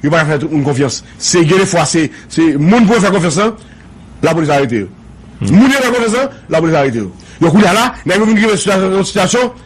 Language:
Haitian Creole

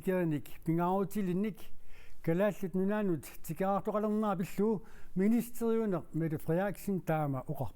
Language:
Kalaallisut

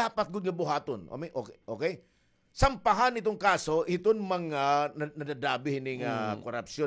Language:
Waray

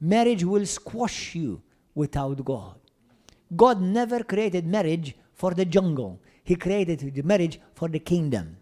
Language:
English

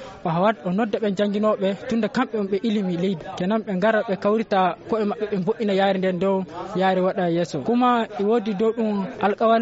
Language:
Fula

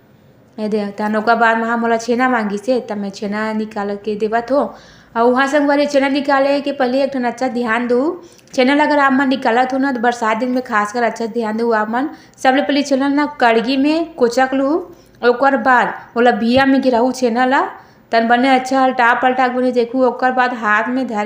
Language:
Chhattisgarhi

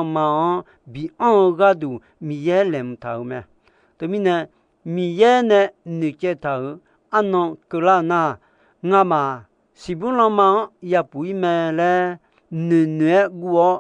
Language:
Akha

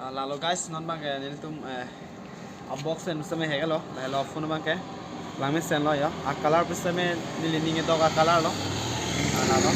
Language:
Karbi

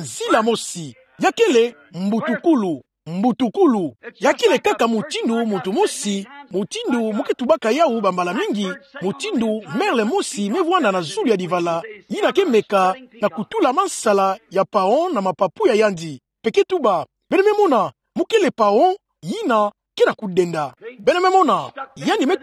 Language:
Kituba (Democratic Republic of Congo)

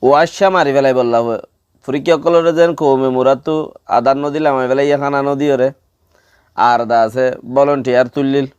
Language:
Rohingya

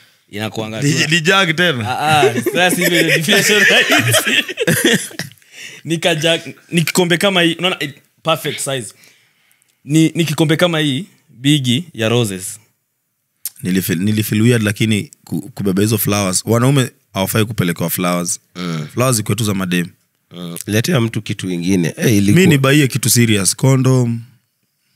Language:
Swahili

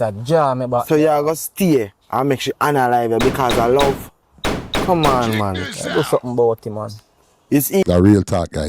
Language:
Jamaican Creole English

